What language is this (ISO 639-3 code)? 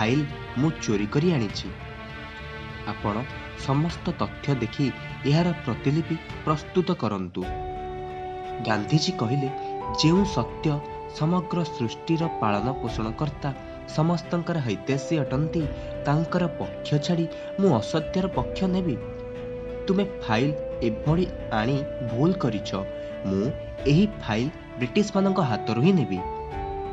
ori